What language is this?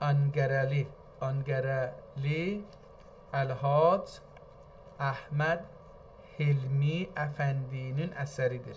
South Azerbaijani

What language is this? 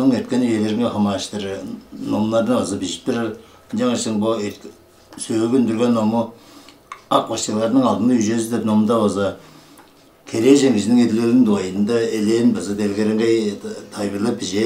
Tuvinian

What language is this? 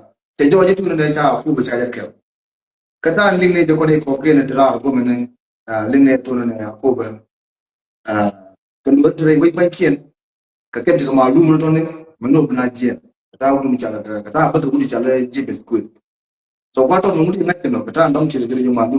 Nuer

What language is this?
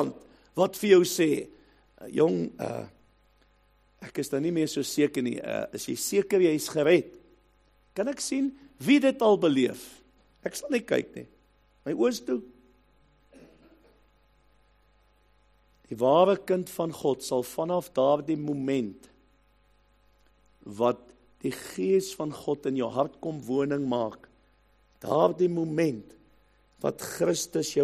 Afrikaans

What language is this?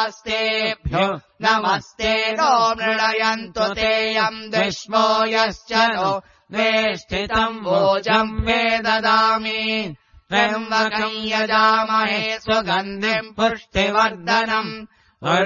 Sanskrit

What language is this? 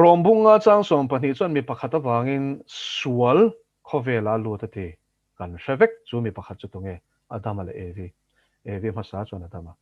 Mizo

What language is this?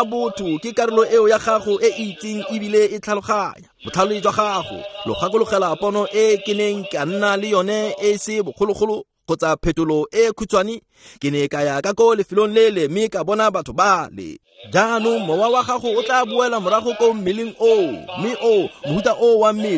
Tswana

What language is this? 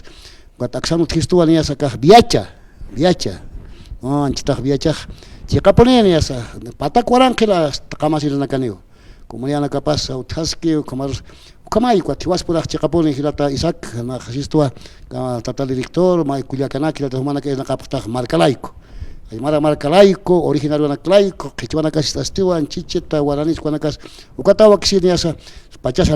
Aymara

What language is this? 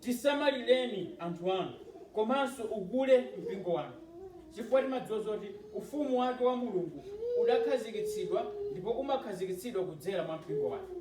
Nyanja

